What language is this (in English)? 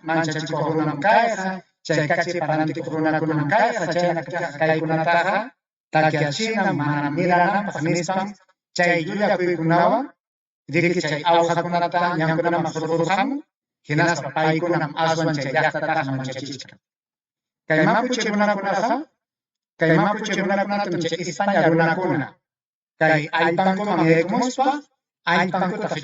Ayacucho Quechua